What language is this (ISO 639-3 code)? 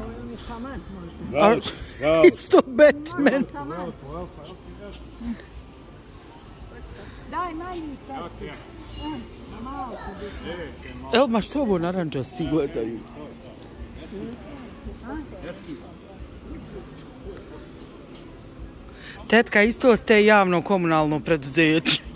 bos